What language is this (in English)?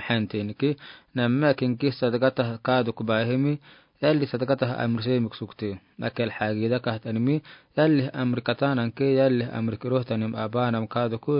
Afar